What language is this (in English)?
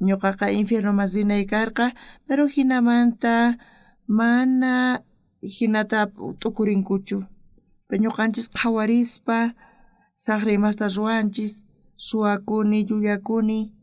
South Bolivian Quechua